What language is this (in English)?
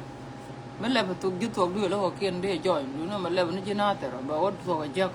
Nuer